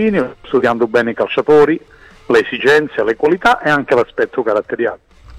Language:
Italian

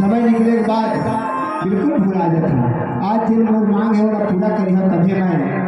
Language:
Chhattisgarhi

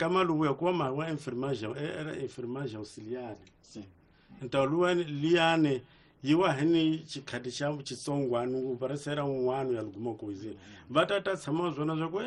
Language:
Tsonga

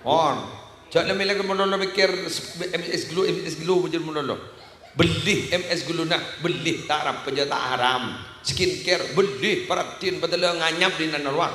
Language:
Madurese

